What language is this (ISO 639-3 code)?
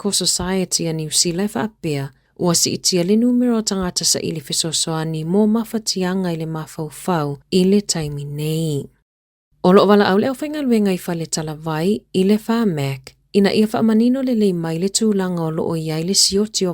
smo